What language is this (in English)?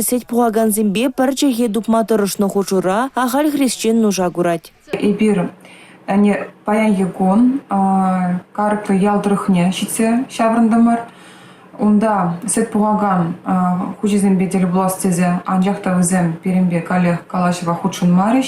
Chuvash